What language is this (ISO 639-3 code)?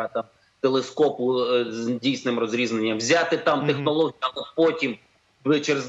ukr